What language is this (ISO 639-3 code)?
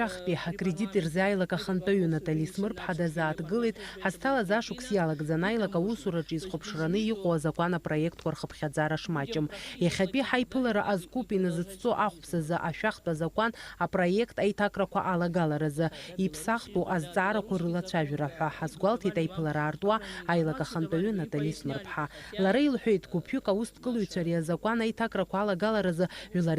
abk